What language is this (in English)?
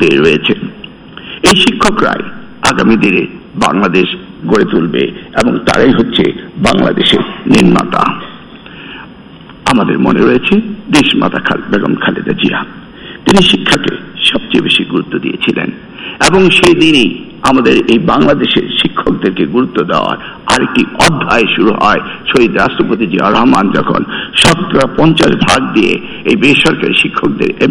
Bangla